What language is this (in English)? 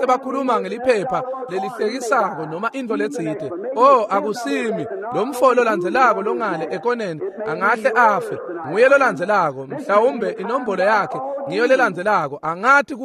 Swati